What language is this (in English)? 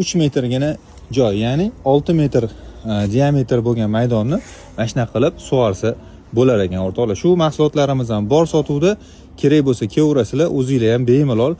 Uzbek